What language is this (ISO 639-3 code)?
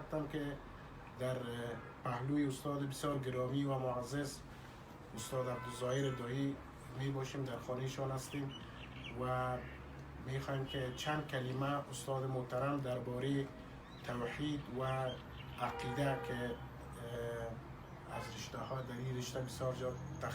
fas